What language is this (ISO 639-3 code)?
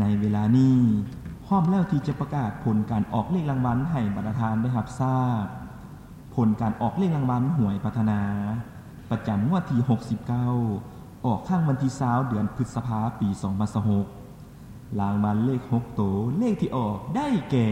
lao